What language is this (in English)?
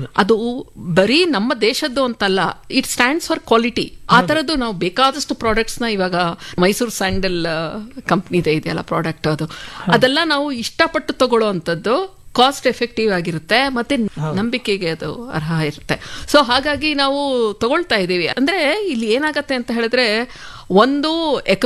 Kannada